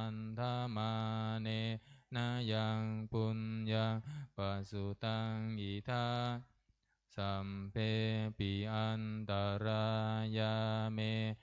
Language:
Pali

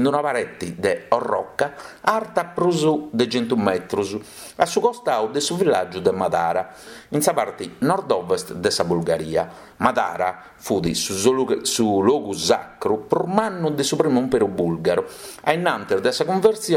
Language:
Sardinian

